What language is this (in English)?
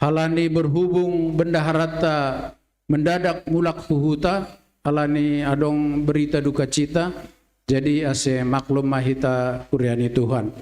Batak Simalungun